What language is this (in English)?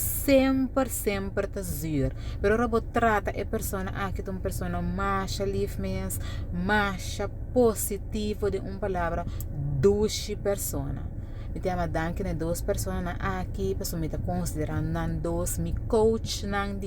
Papiamento